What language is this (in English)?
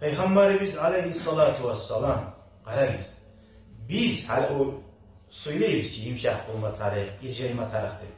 Kumyk